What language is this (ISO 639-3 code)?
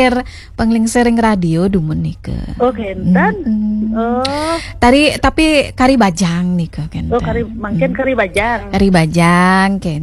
ban